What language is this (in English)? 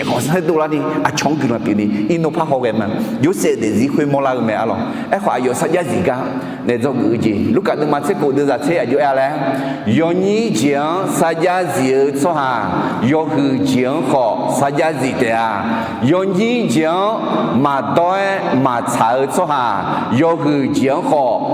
Akha